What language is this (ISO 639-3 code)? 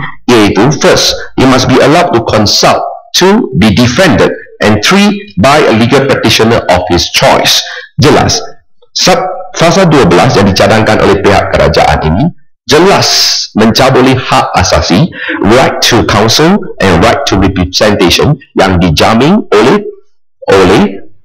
msa